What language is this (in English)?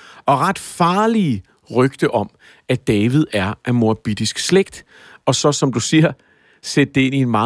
Danish